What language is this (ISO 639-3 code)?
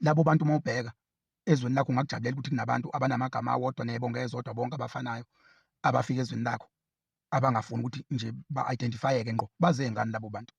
zul